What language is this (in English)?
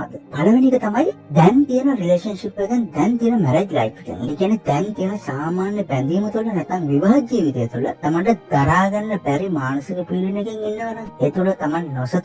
Sinhala